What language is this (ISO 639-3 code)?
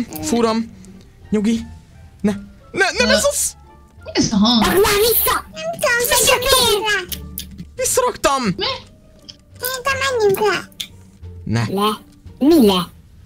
hun